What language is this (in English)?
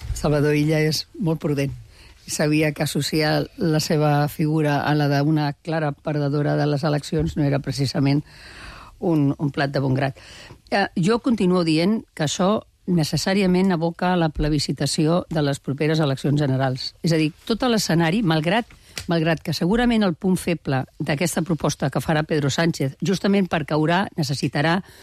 Catalan